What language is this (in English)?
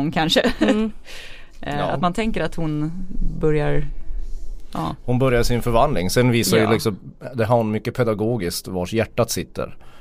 Swedish